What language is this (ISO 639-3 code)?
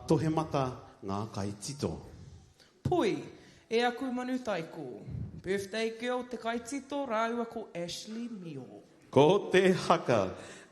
mri